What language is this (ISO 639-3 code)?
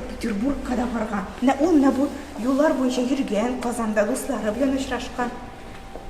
tat